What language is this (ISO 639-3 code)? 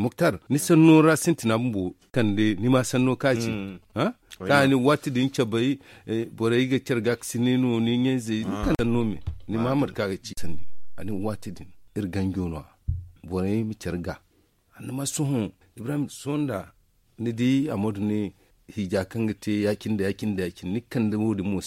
dje